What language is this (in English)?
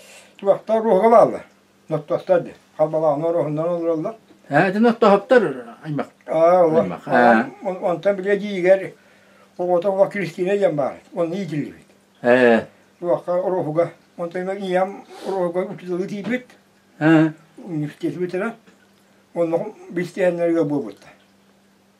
Yakut